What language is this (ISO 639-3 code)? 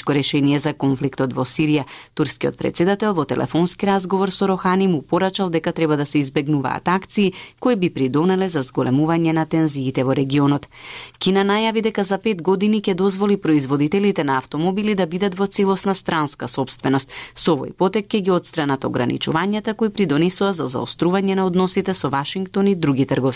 mkd